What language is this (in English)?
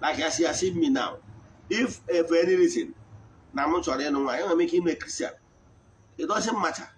Igbo